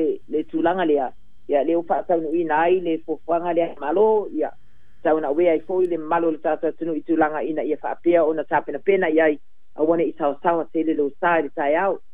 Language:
Samoan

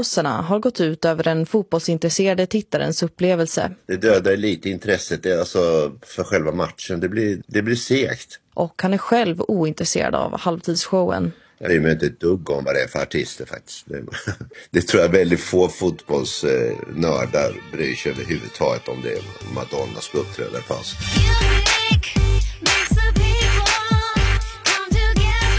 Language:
Swedish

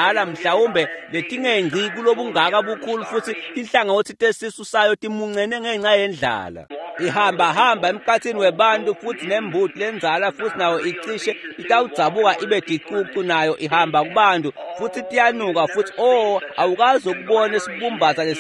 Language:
Swati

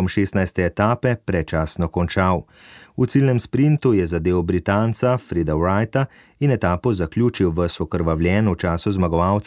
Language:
Slovenian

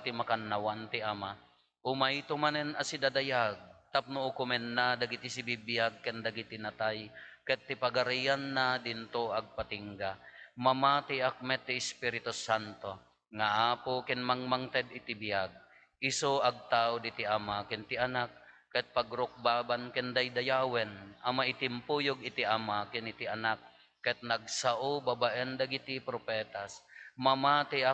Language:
Iloko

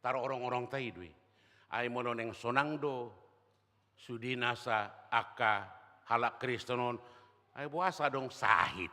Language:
Batak Toba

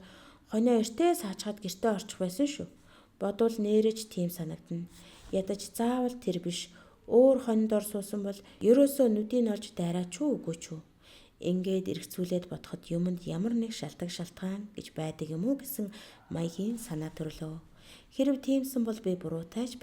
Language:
Mongolian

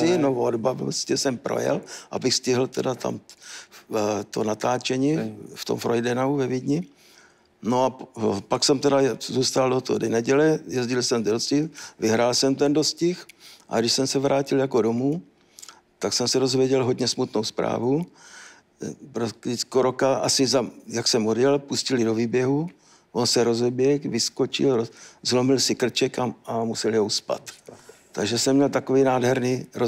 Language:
Czech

